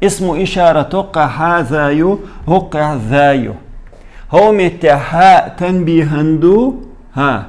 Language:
Chechen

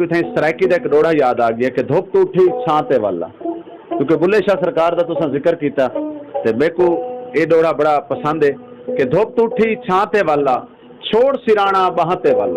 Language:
Saraiki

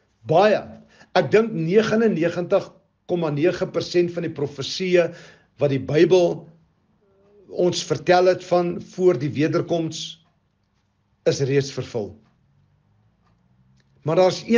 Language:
Afrikaans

